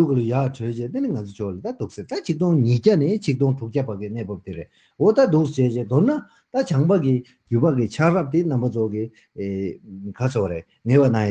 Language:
Tibetan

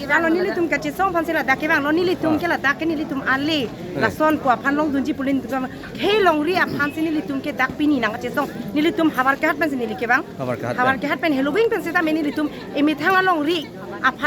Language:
Karbi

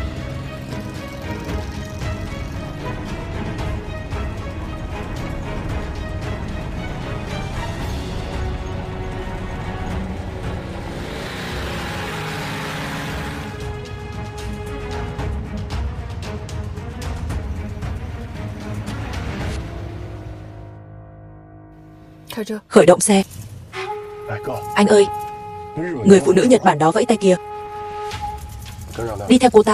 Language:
Vietnamese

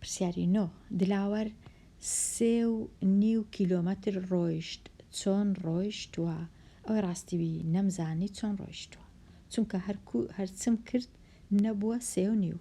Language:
Central Kurdish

